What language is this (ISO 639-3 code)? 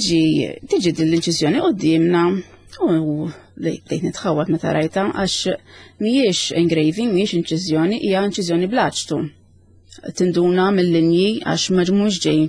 mlt